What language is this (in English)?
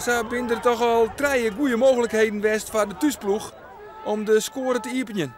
Western Frisian